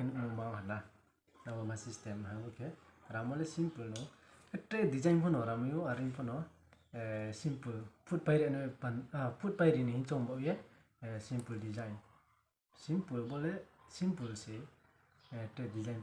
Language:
Riang (India)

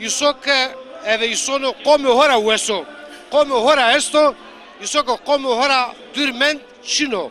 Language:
Zaza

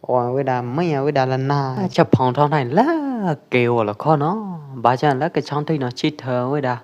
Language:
Pwo Eastern Karen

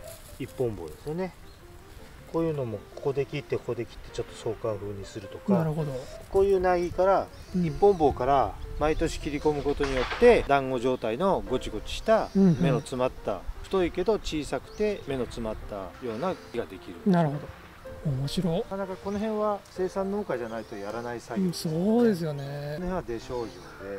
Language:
Japanese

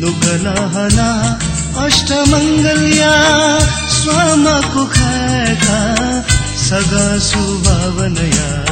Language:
Newari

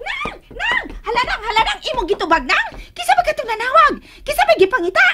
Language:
Cebuano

